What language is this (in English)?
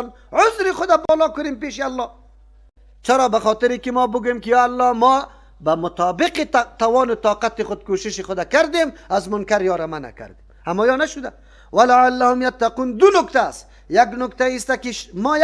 Persian